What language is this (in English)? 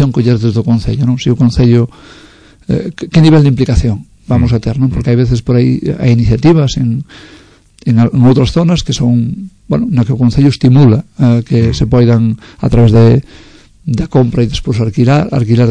Galician